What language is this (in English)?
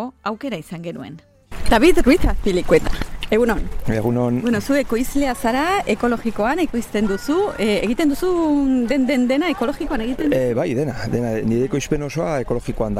Basque